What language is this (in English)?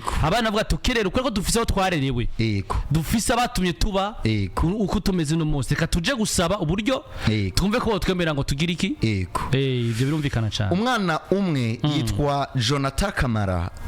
Rundi